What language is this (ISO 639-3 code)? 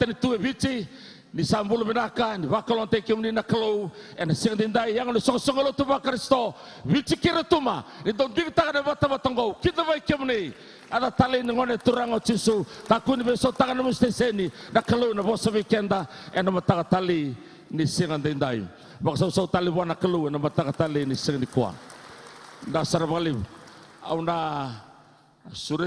fij